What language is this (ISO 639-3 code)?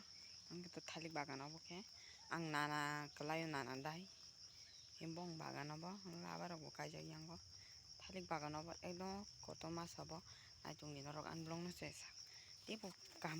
trp